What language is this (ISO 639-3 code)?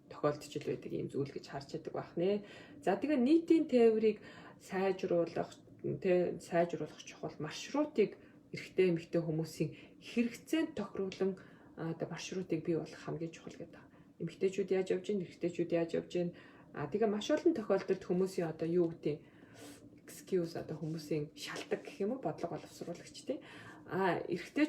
mon